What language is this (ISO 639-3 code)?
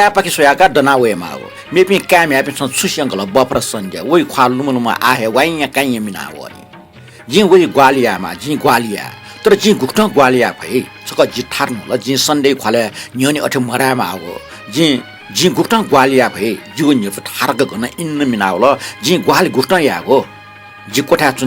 new